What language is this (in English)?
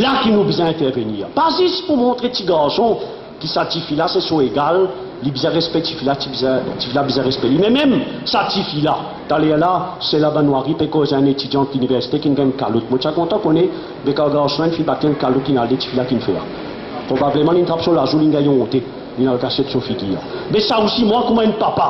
Morisyen